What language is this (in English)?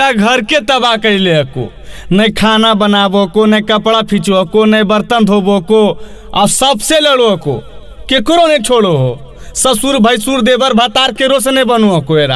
Magahi